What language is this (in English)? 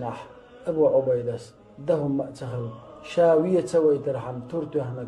Chechen